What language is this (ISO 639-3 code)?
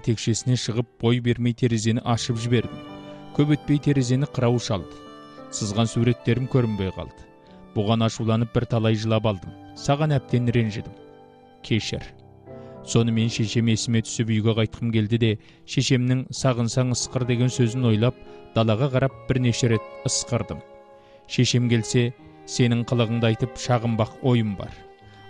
kaz